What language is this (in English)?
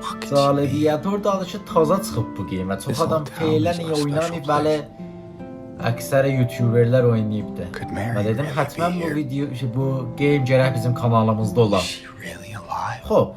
South Azerbaijani